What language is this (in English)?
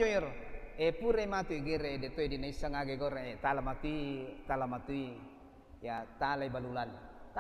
Buginese